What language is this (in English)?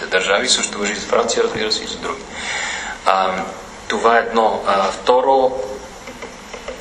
Bulgarian